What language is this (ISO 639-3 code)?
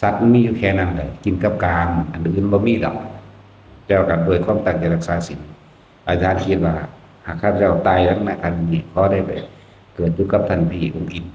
tts